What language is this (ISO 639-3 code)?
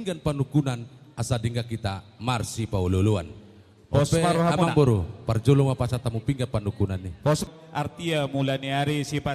bbc